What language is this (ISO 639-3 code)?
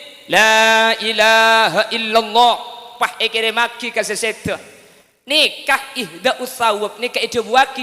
mad